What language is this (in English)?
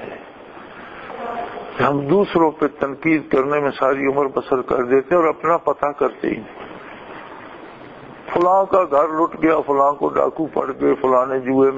Urdu